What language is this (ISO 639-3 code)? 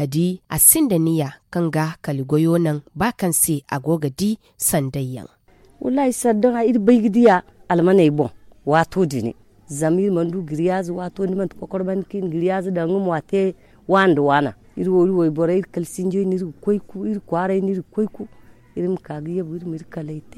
dje